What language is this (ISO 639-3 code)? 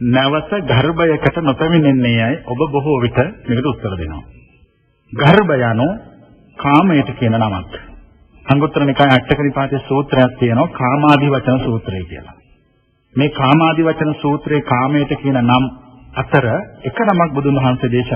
sin